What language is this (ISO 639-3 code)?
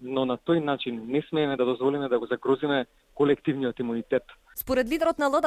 mkd